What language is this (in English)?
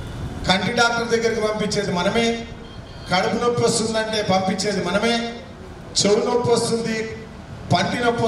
Telugu